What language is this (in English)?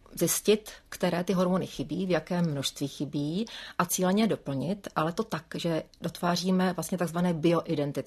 Czech